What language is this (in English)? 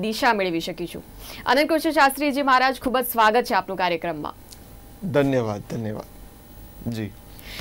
Gujarati